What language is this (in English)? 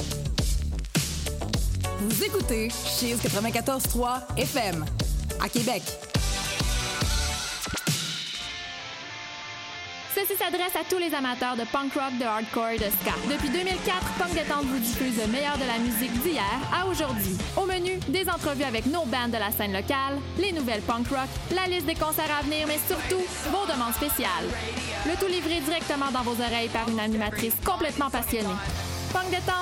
French